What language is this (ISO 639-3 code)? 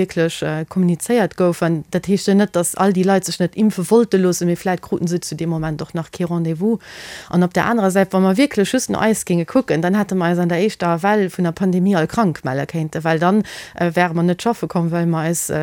ltz